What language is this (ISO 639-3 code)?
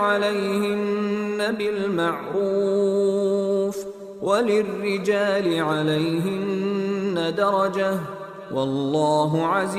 div